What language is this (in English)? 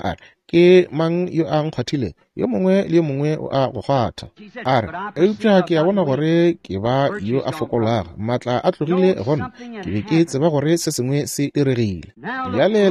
Northern Sotho